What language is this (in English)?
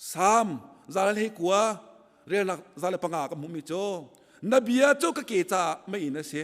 Hakha Chin